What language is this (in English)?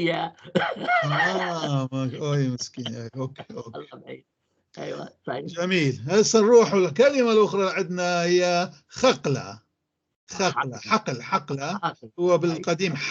North Levantine Arabic